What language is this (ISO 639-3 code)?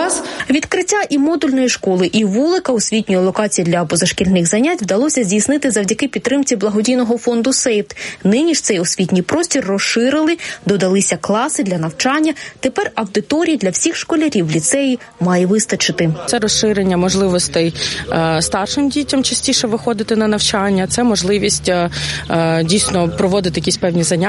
ukr